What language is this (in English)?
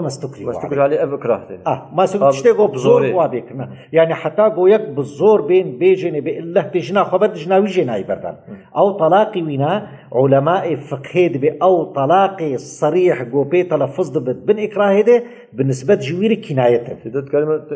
Kurdish